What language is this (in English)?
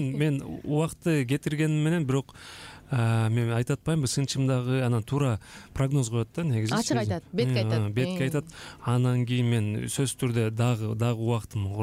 Kyrgyz